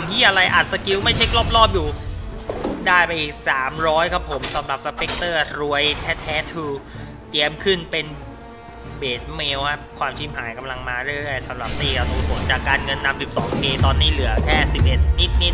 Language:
Thai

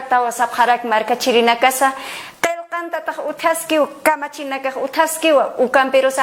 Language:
Aymara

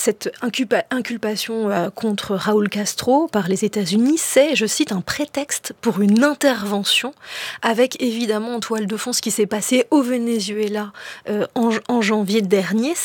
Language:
French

